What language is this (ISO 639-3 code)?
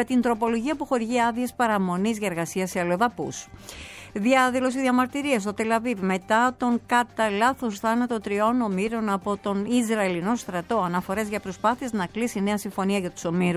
ell